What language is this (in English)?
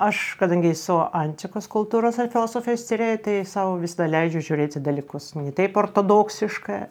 Lithuanian